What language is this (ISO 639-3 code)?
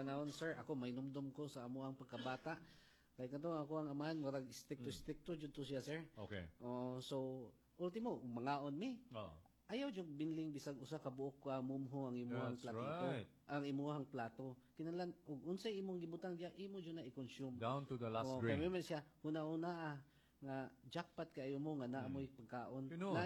ceb